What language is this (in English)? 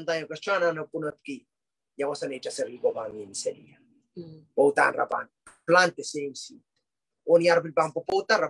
Pohnpeian